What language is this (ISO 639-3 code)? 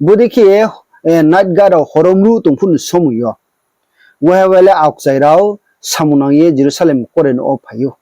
ria